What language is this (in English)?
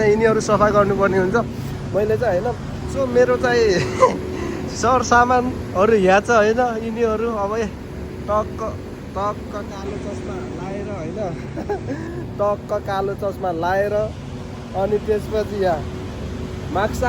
Nepali